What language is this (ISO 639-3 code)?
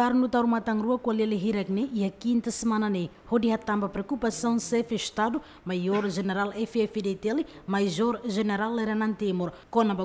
tet